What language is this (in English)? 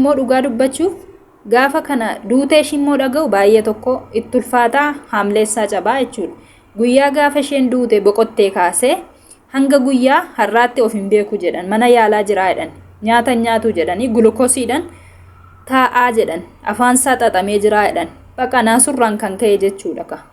Oromo